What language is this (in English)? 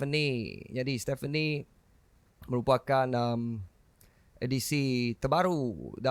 Iban